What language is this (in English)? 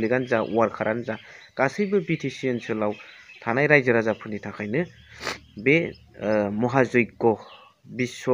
Bodo